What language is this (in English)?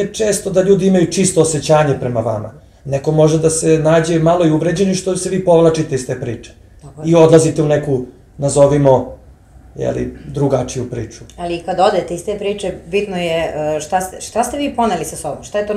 Serbian